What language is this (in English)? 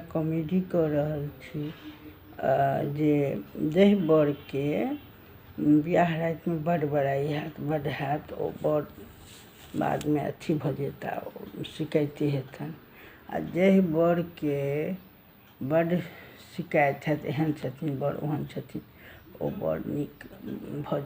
Maithili